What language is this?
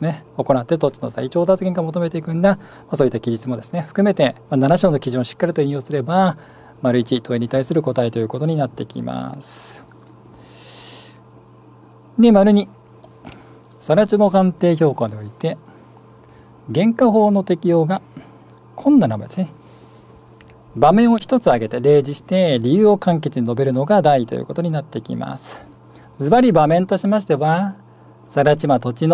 Japanese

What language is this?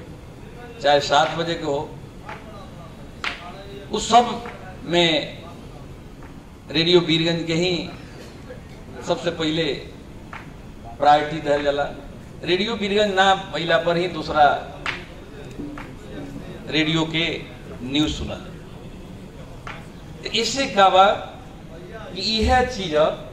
Bhojpuri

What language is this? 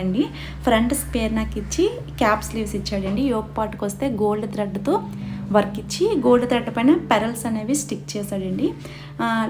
Telugu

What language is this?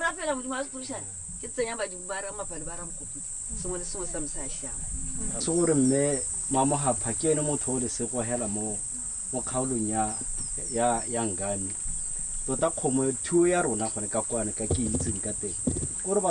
Tswana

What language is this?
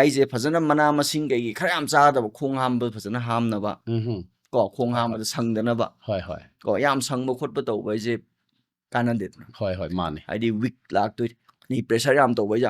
Manipuri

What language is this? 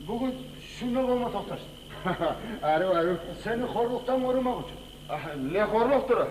Kumyk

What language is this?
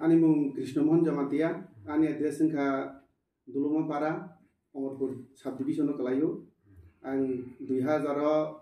Kok Borok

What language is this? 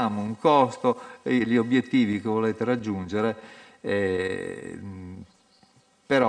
Italian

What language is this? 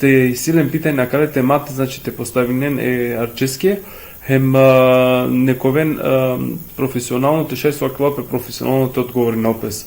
Balkan Romani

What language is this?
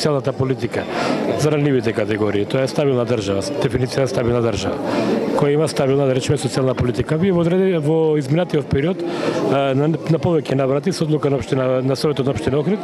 Macedonian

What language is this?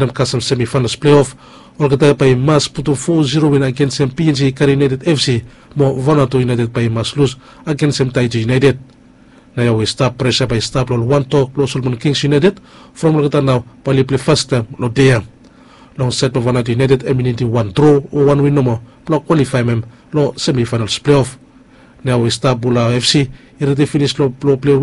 Bislama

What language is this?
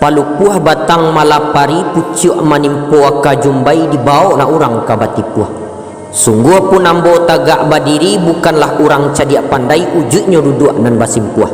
Minangkabau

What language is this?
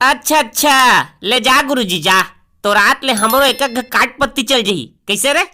Chhattisgarhi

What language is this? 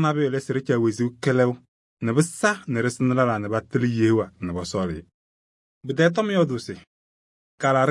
Kabiyè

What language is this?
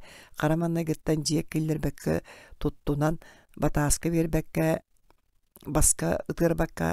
Yakut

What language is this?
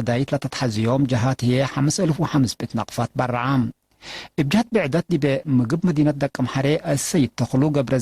Tigre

